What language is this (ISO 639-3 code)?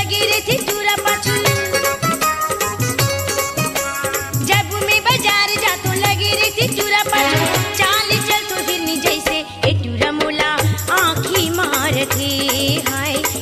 hne